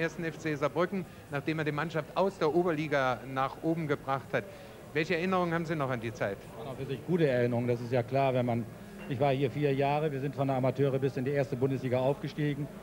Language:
German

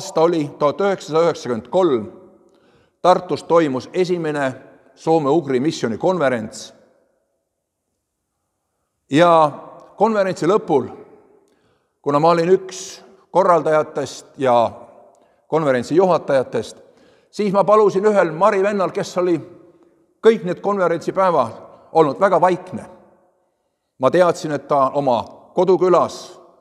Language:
Estonian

